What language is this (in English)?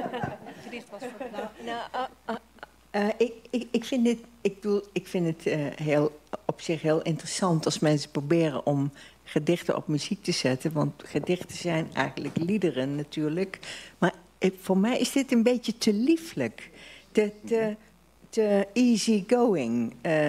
Dutch